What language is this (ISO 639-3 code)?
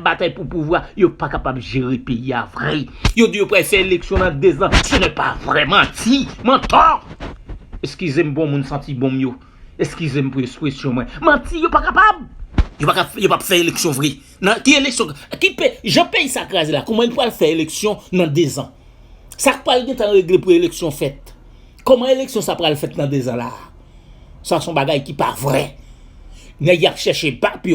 hat